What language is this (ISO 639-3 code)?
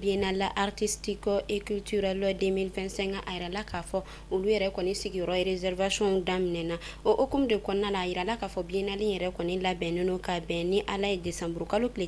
bam